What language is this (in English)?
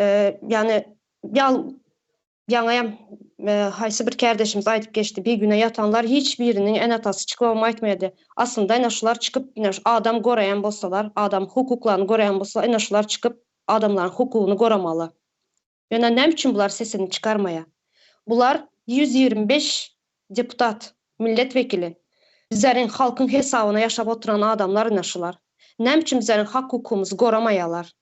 Turkmen